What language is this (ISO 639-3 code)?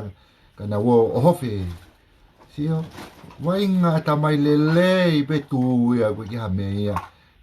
ton